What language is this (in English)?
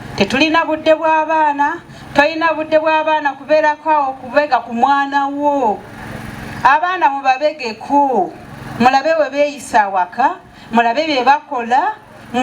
Ganda